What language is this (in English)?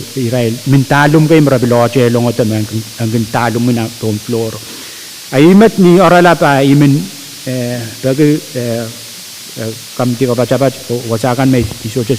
Pohnpeian